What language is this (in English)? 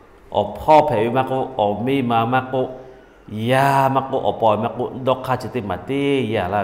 Lahu